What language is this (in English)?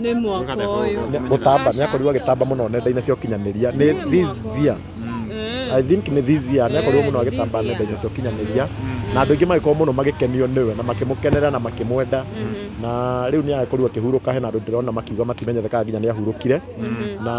Kikuyu